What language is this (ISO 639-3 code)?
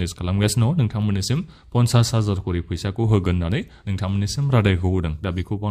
brx